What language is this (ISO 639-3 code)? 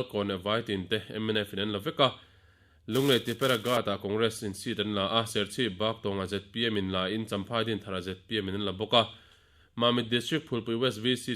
lus